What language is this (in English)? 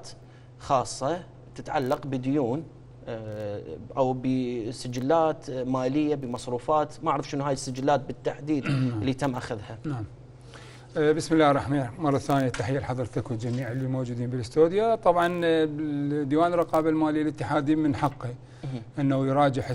Mesopotamian Arabic